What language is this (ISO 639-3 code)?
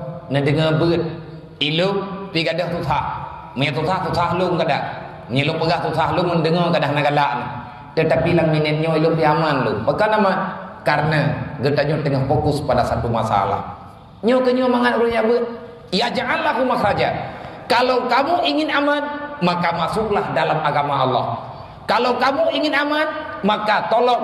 ace